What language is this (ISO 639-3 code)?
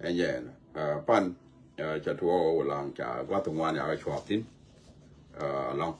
nus